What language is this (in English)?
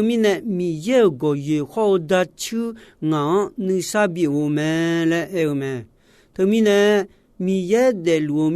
Akha